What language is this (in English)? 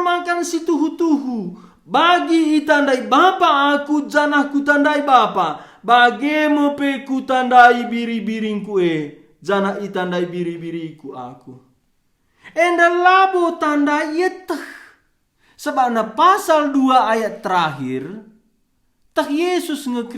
Batak Karo